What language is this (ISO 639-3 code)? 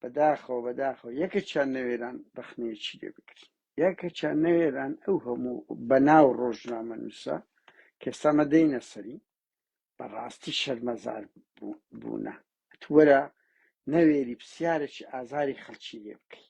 ckb